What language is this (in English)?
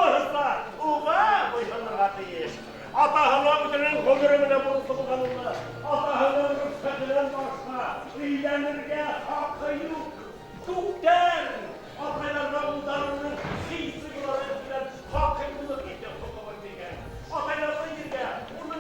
Bashkir